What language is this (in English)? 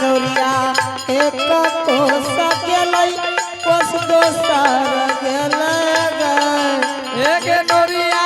Angika